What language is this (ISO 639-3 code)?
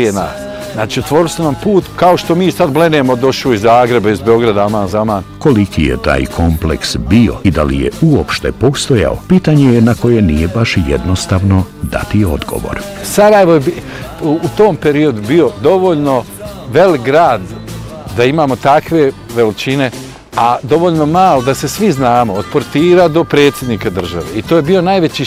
bos